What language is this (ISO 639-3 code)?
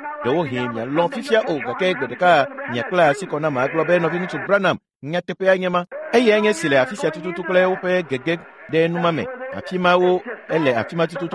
ewe